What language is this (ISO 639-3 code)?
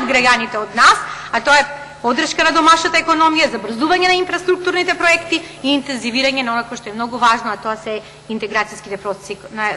mkd